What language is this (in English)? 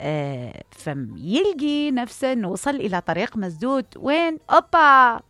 Mesopotamian Arabic